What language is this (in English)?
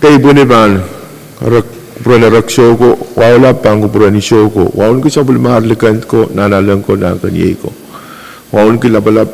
Pohnpeian